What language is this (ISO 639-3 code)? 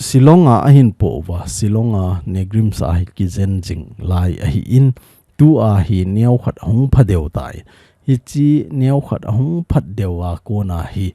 tcz